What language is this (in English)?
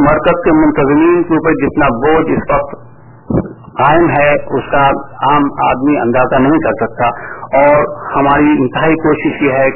Urdu